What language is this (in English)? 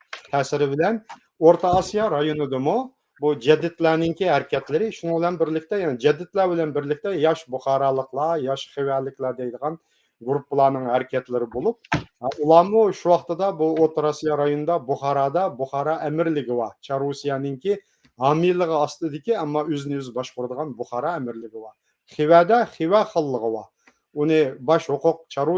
Uyghur